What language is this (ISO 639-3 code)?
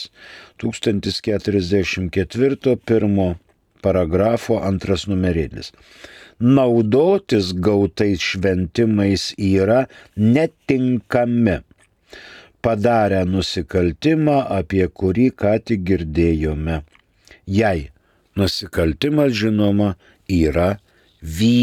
lit